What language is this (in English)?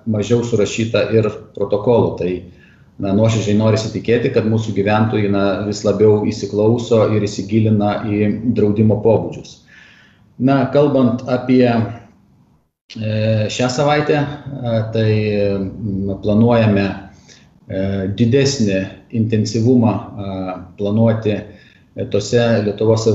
Lithuanian